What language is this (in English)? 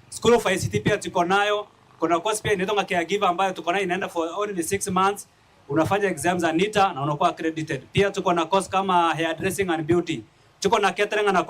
Meru